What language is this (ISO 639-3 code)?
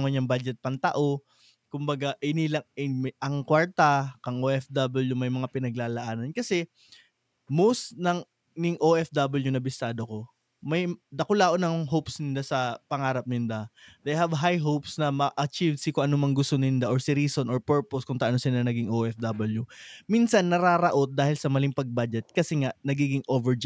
bik